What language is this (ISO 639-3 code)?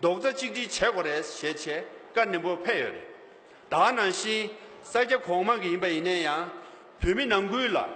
bod